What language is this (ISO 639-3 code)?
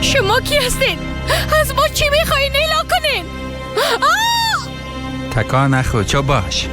fas